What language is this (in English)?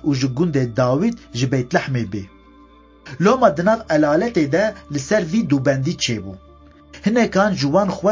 Kurdish